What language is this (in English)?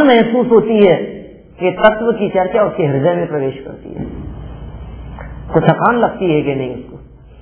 Hindi